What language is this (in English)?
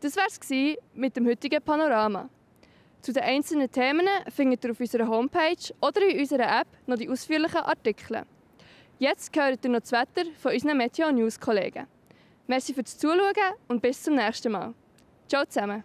Swiss German